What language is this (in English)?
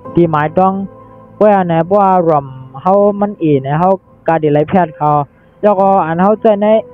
Shan